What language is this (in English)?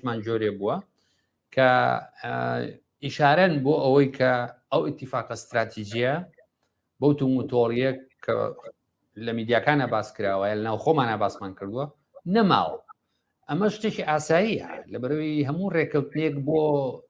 Central Kurdish